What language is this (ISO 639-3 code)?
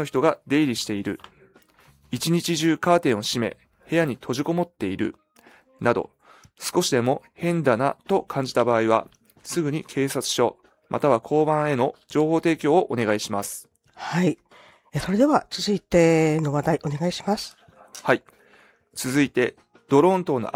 jpn